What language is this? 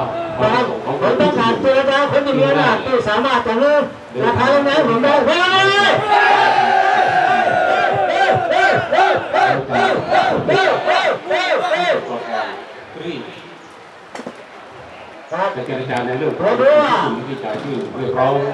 Thai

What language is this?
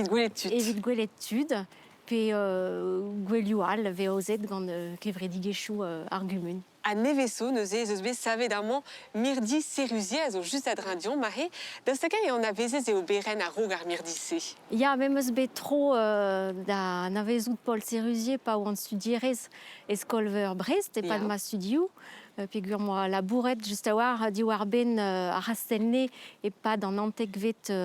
Breton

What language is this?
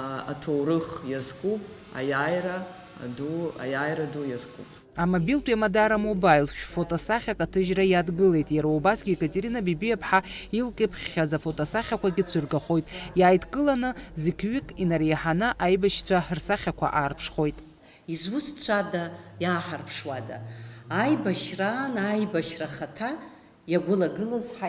Abkhazian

